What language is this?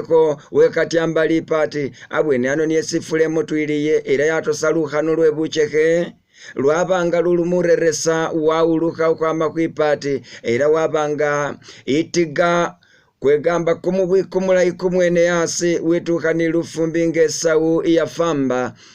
Masaaba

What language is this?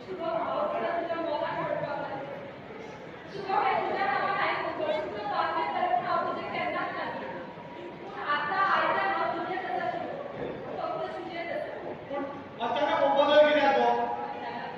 Konkani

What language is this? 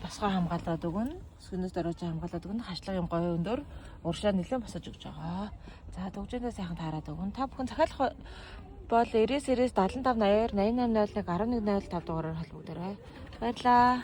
Mongolian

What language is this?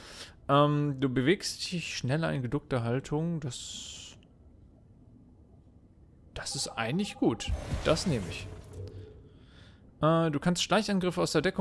German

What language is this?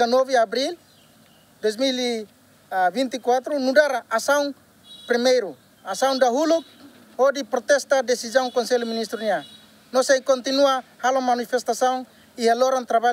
Tetum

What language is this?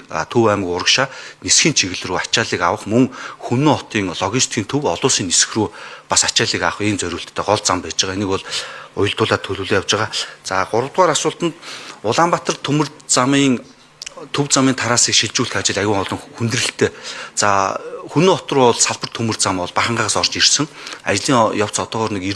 Mongolian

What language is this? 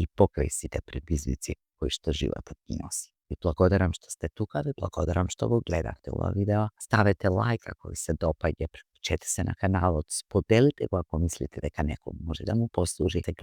Macedonian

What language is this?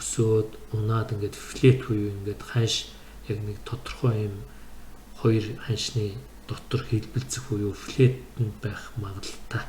Mongolian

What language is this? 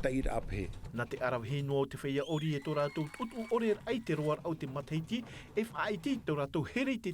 Tahitian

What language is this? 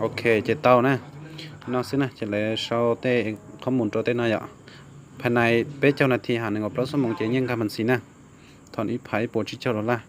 Hmong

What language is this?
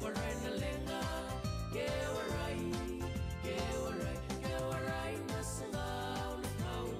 Fijian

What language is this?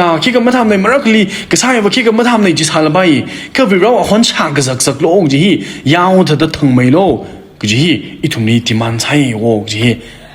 Tangkhul Naga (India)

